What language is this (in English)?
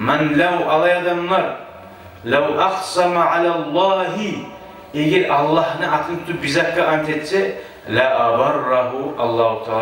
Kumyk